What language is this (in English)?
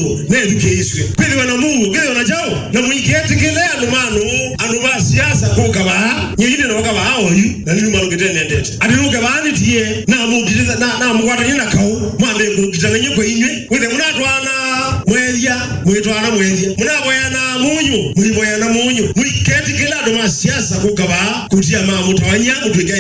Kamba